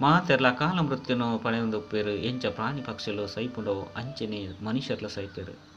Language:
Tulu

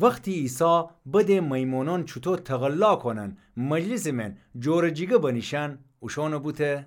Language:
Gilaki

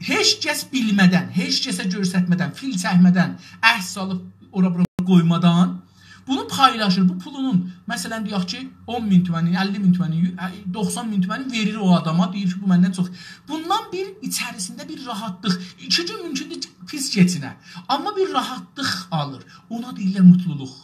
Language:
South Azerbaijani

